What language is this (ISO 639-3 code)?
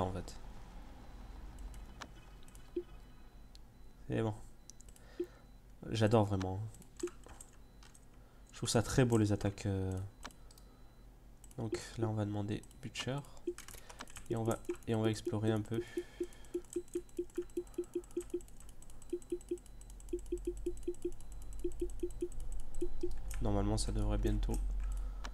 fra